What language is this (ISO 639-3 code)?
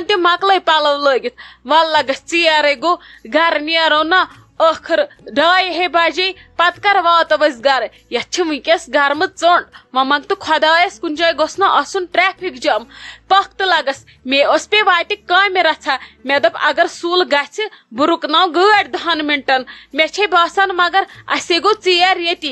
kas